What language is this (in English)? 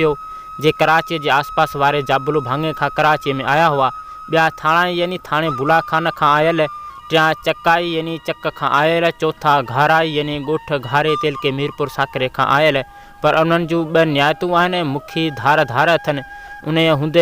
Sindhi